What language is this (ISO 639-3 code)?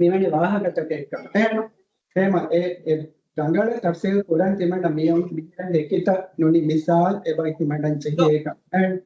div